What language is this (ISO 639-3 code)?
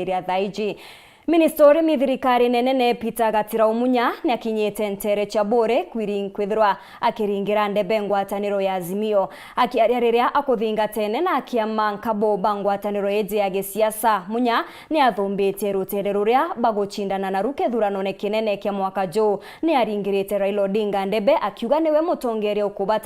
mer